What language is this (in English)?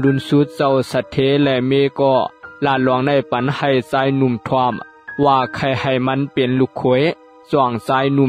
Shan